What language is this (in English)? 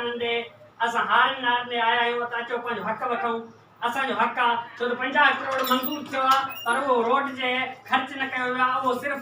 Sindhi